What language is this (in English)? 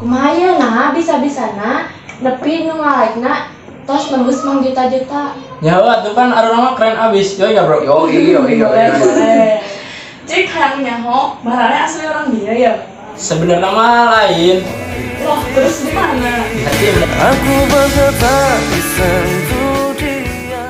Sundanese